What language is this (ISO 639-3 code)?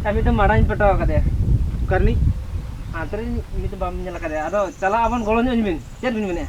sat